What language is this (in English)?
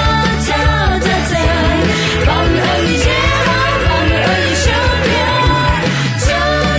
Akha